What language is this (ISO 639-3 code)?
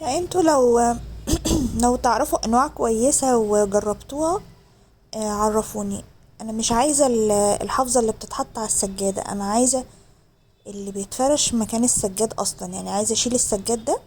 arz